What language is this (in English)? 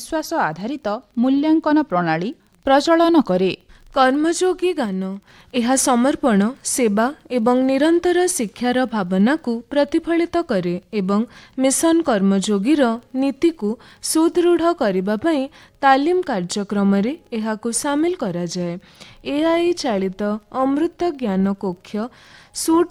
Odia